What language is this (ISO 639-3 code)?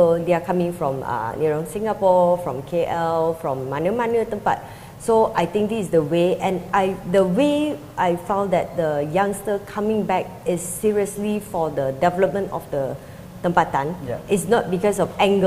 msa